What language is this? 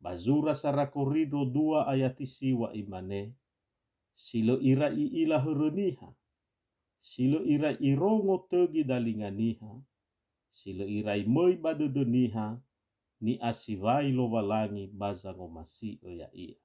Nias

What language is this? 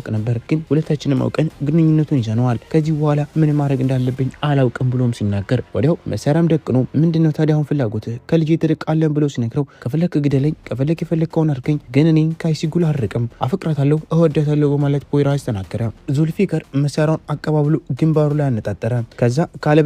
Amharic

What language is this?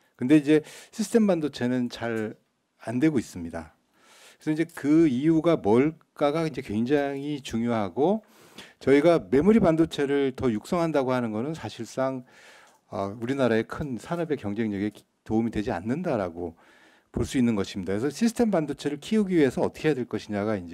Korean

